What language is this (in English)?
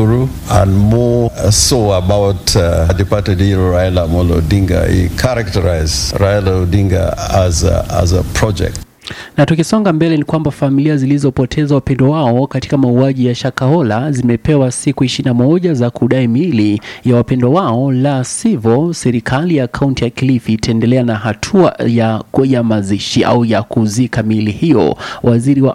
Swahili